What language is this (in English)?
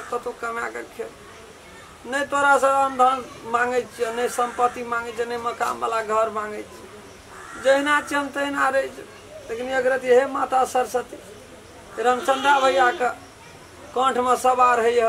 Maithili